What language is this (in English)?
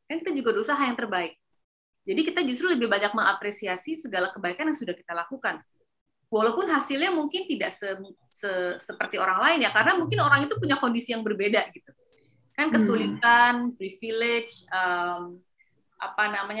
Indonesian